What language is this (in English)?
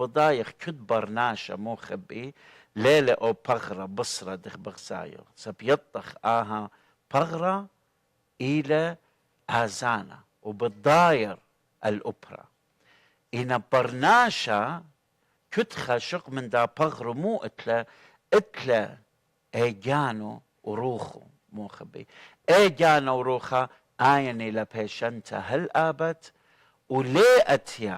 Assyrian Neo-Aramaic